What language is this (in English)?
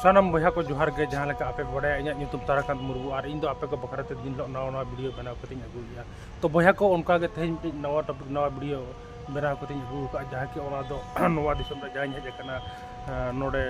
Santali